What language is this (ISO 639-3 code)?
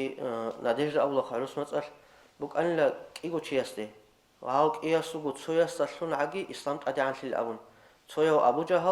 ava